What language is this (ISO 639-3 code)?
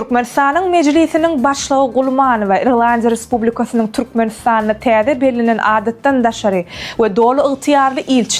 tuk